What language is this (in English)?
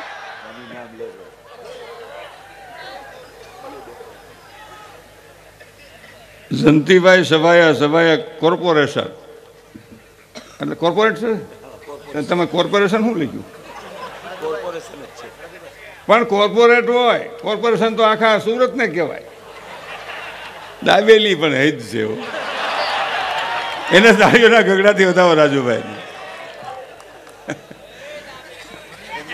Gujarati